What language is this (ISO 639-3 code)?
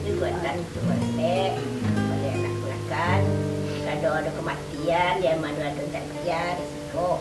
min